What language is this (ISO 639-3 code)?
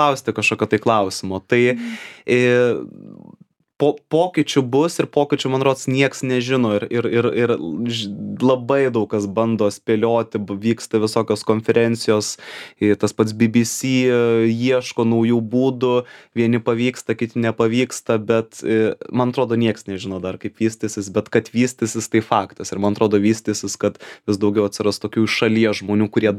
lit